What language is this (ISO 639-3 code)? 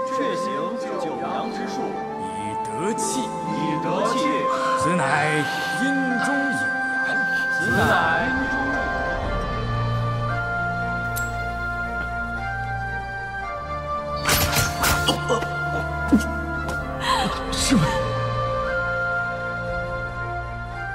zho